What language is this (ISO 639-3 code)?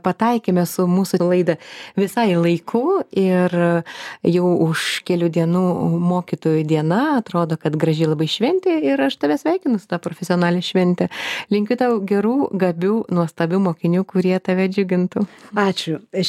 lit